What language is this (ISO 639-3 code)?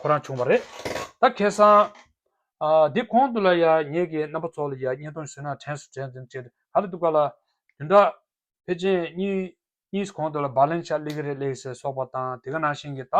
bod